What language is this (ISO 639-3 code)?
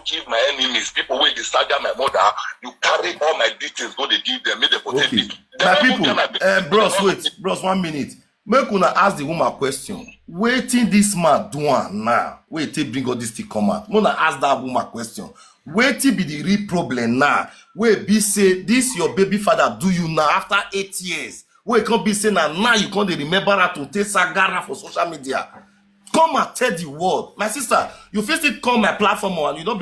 pcm